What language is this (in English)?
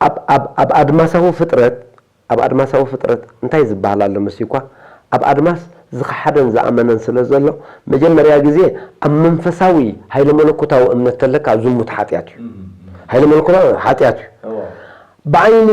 Tigrinya